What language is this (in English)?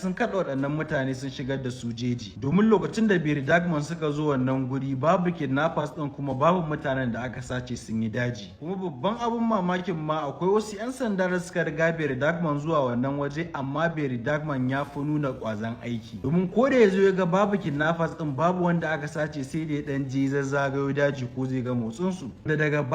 Hausa